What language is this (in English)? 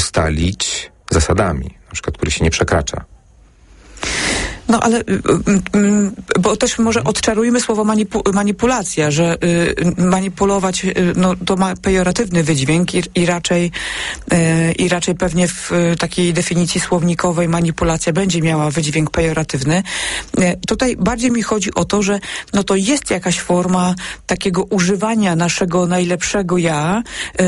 Polish